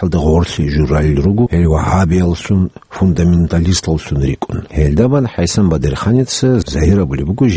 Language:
Avaric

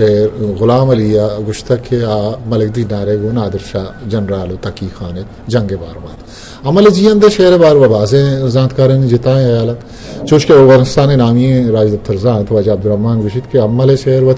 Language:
Eastern Balochi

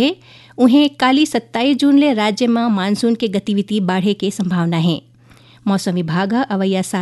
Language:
Chhattisgarhi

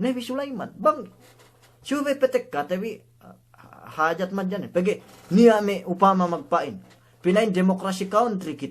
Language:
Yakan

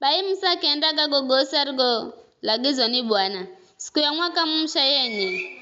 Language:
Giryama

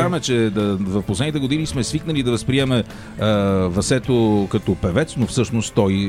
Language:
Bulgarian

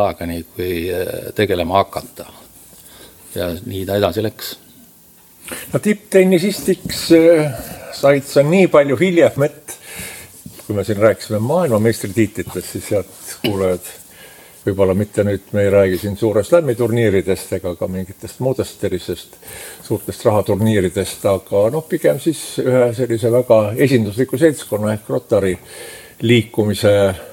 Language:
Estonian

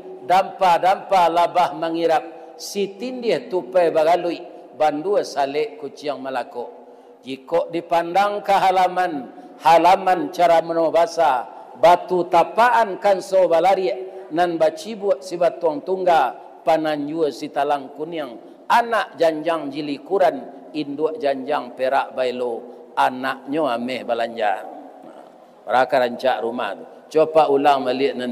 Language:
Minangkabau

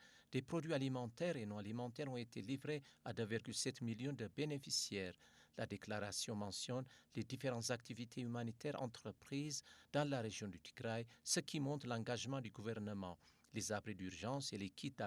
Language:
French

